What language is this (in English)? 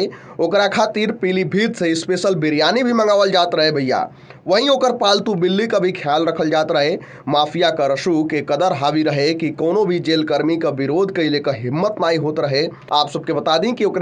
Bhojpuri